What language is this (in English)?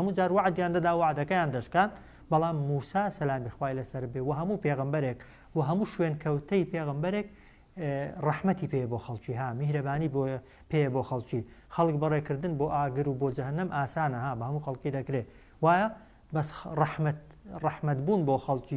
Central Kurdish